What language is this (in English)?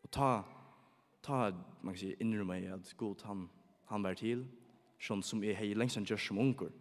Faroese